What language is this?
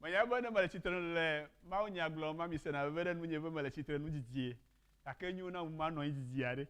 Ewe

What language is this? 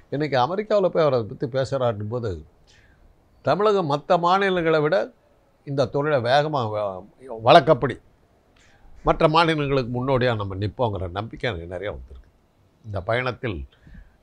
Tamil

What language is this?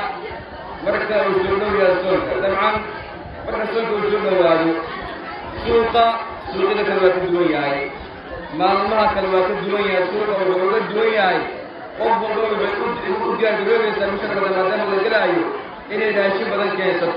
Somali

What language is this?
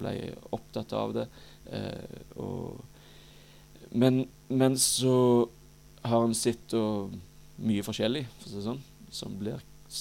Norwegian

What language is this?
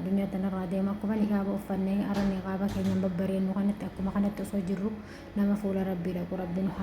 Oromo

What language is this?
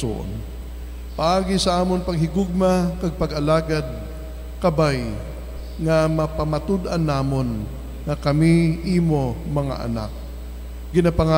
Hiligaynon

